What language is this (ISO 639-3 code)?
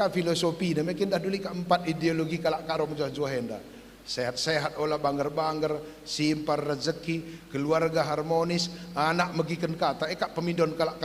btx